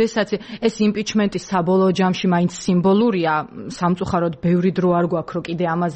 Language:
Georgian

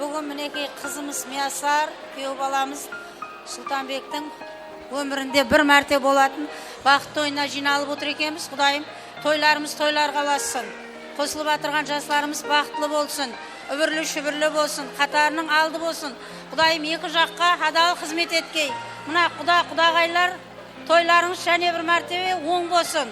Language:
Kara-Kalpak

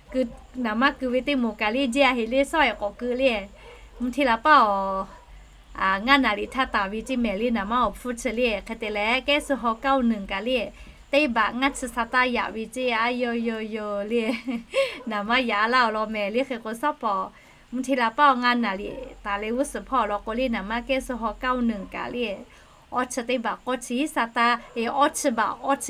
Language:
Lahu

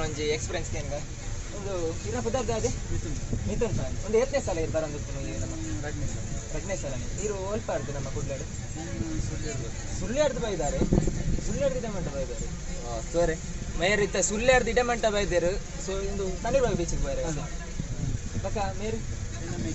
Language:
Tulu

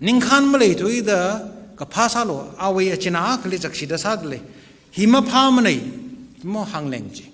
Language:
Tangkhul Naga (India)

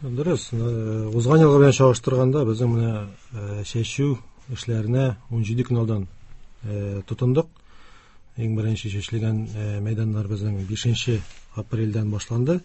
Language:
Tatar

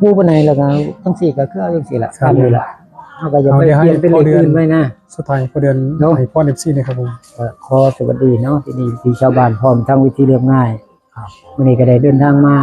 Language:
Northeastern Thai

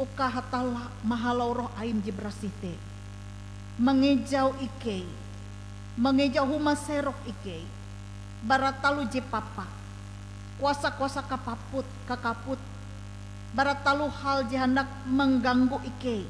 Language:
Ngaju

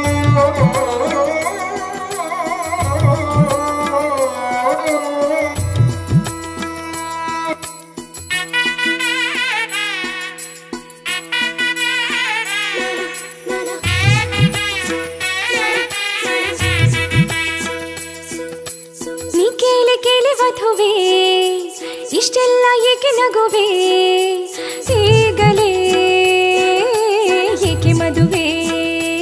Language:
Kannada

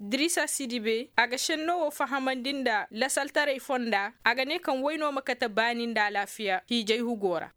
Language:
Koyraboro Senni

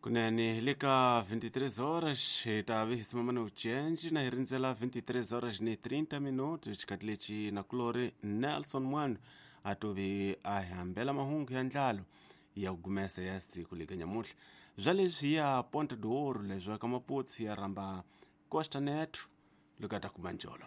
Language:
Tsonga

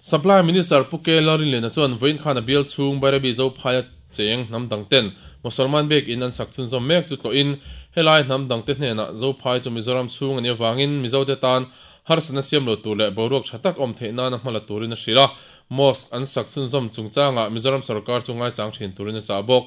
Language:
Mizo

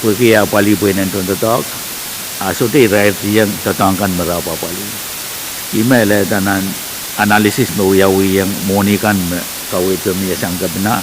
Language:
Pohnpeian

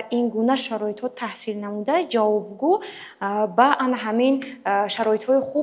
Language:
Tajik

